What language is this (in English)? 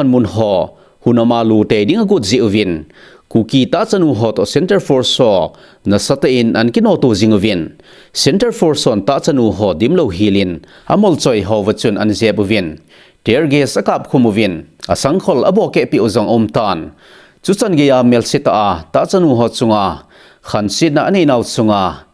Thado Chin